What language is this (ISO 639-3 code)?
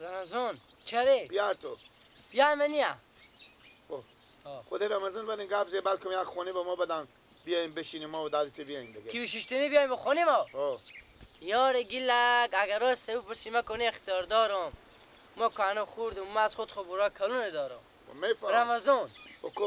fas